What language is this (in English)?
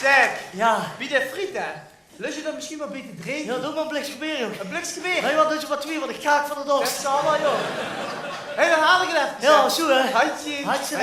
Limburgish